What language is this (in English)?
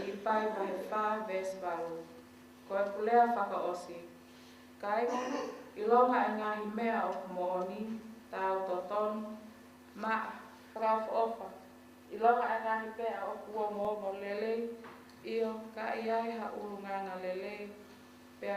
Tongan